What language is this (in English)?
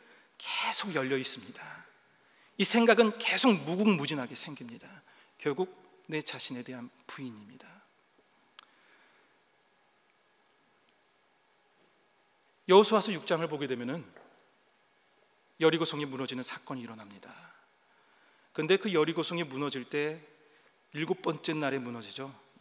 Korean